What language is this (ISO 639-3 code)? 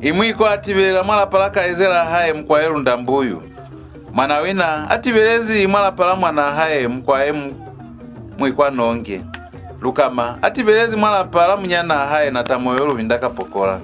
loz